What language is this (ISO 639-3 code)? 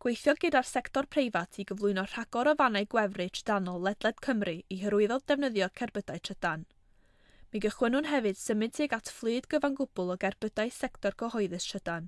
cym